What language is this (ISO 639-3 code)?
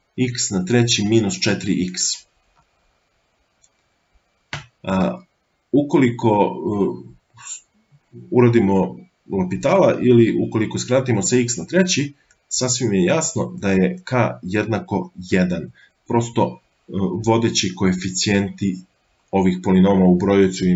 srp